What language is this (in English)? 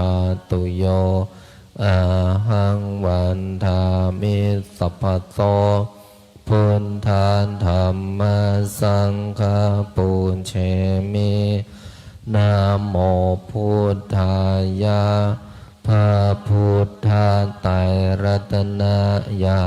Pali